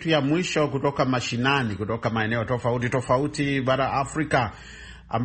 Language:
Swahili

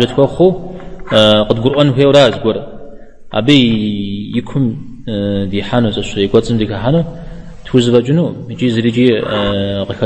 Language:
Kabardian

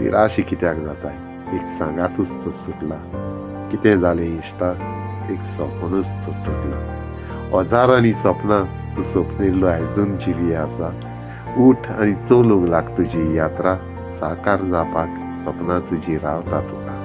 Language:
Konkani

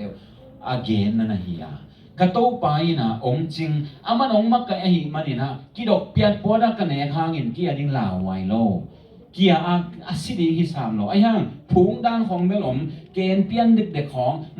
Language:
Tedim Chin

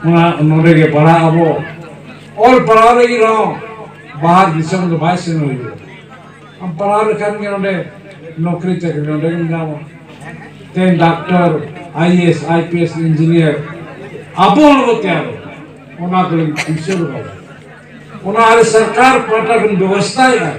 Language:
Santali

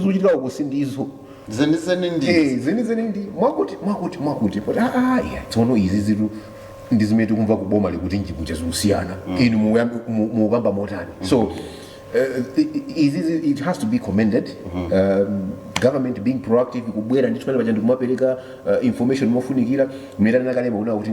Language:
Nyanja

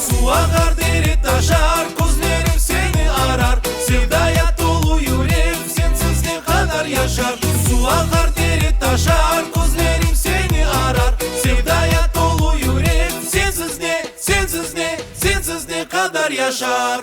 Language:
Crimean Tatar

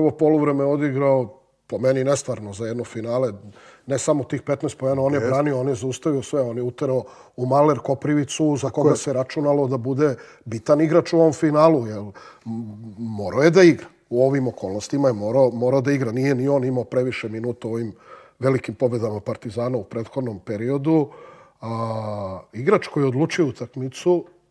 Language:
Serbian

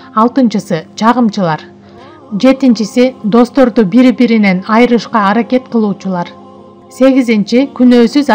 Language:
Kyrgyz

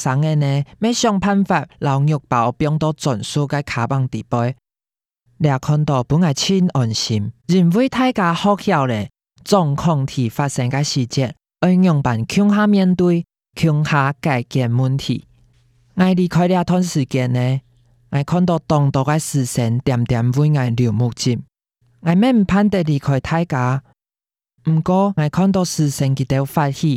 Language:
Hakka Chinese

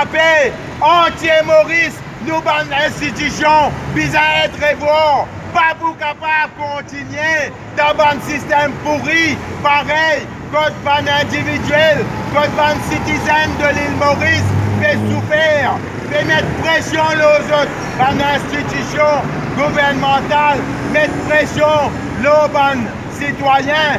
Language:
Morisyen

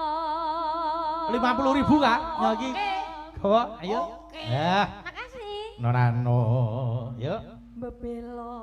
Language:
Javanese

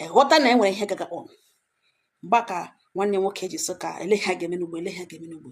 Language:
Igbo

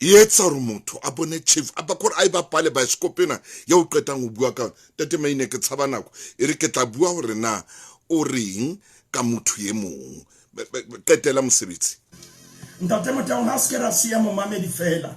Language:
Southern Sotho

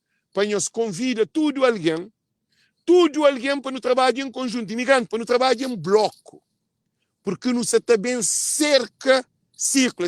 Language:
Kabuverdianu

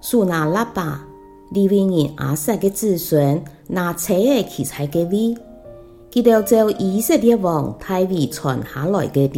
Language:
Hakka Chinese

